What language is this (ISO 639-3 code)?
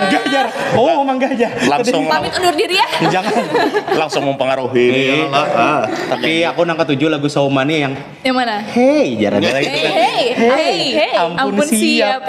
bjn